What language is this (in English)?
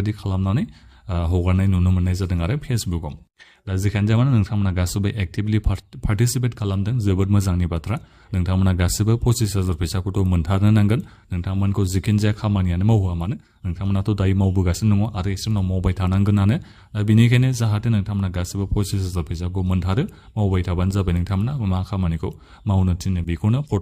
Bodo